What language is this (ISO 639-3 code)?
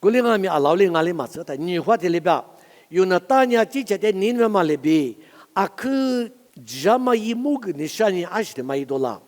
lis